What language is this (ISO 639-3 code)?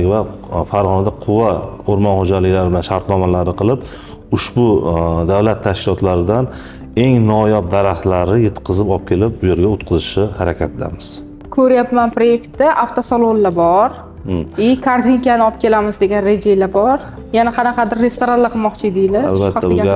uzb